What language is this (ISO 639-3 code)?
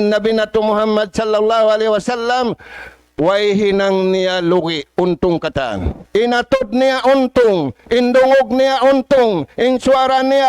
tsg